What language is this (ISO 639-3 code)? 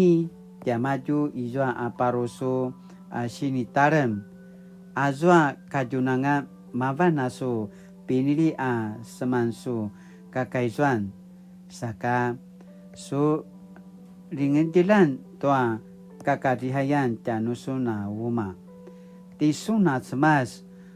pwn